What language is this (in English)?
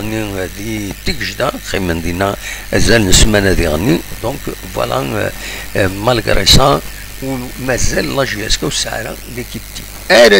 Kabyle